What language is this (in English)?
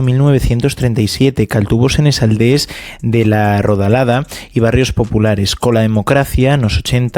Asturian